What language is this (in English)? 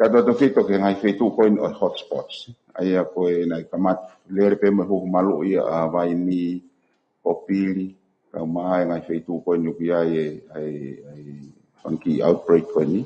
Tongan